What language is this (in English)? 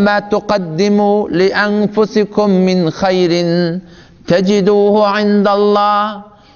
Turkmen